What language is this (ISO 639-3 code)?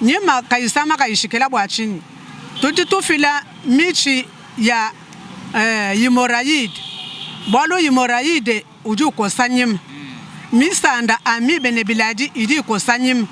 lua